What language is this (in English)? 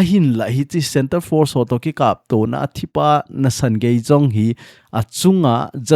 Thado Chin